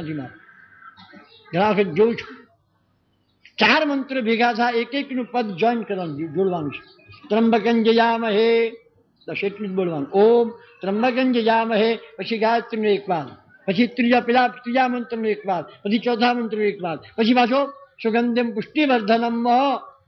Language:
Gujarati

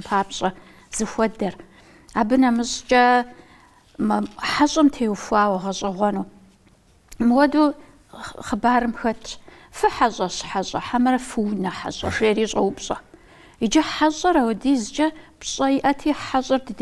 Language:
Kabardian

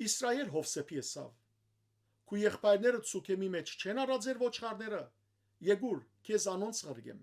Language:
Western Armenian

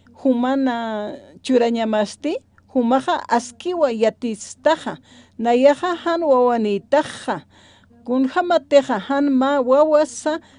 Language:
Aymara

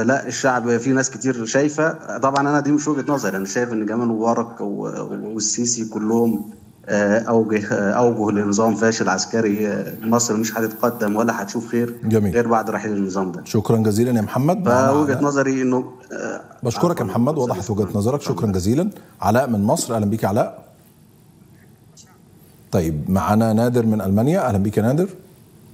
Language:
Egyptian Arabic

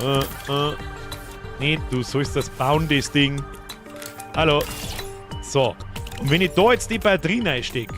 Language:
Bavarian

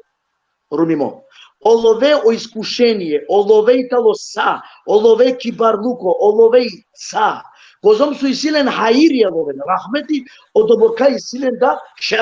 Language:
Balkan Romani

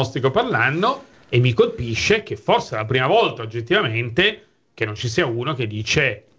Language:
Italian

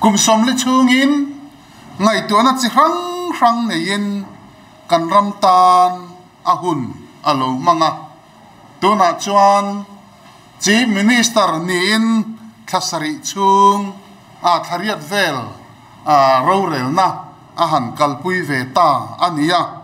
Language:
Mizo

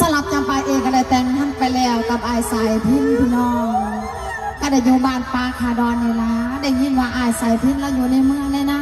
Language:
Northeastern Thai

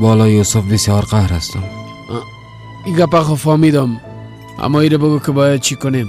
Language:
Persian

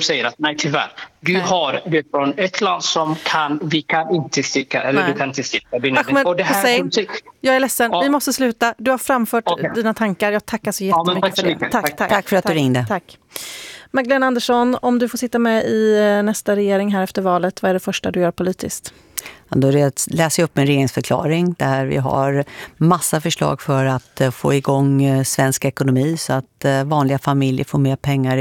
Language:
Swedish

